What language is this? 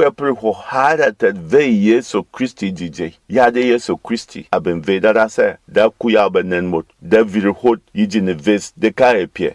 Berom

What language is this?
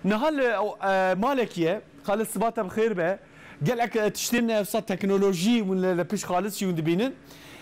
Kurdish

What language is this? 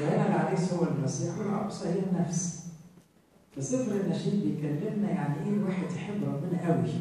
Egyptian Arabic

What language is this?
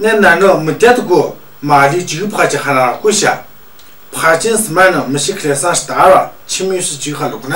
Tu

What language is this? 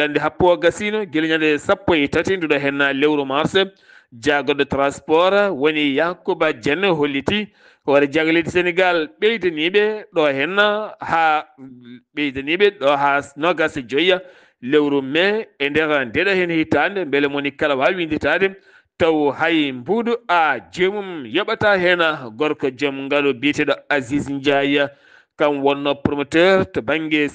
Fula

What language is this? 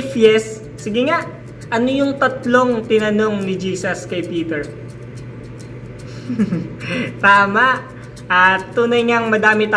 Filipino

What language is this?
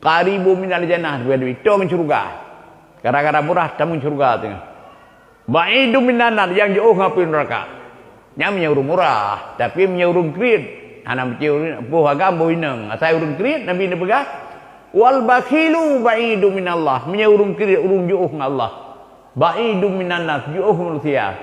Achinese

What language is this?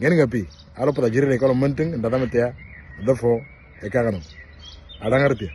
Moro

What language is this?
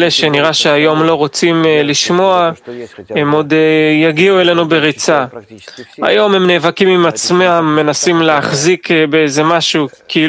Hebrew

